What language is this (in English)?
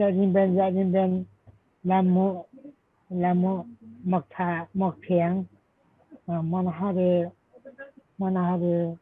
Limbu